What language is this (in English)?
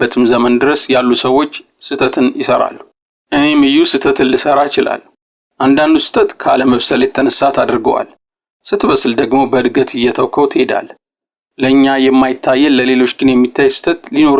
Amharic